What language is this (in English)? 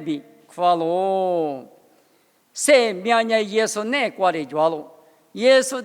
Lisu